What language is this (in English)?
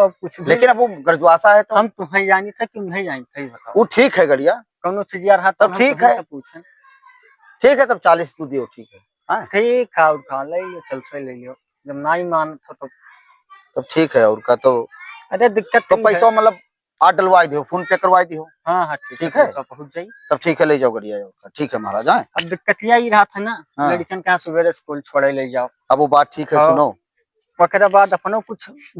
Awadhi